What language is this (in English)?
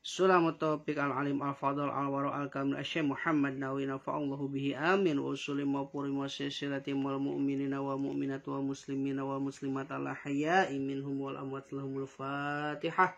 Sundanese